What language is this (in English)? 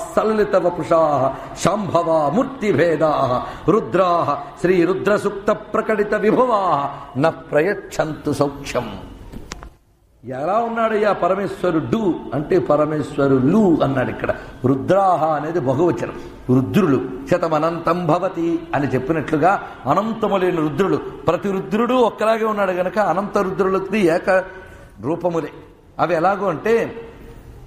Telugu